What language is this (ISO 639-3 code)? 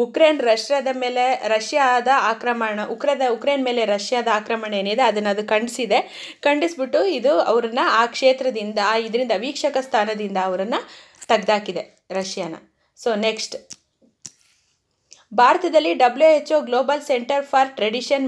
kan